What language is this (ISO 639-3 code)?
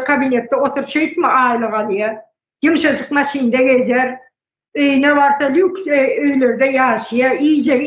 tuk